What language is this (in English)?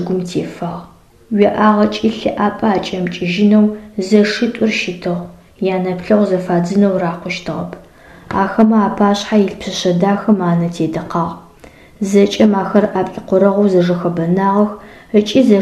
Adyghe